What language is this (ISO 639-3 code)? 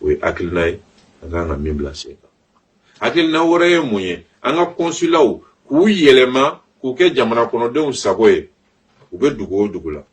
bam